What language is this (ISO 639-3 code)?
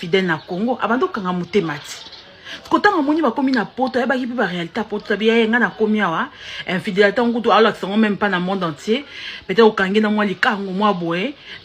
lin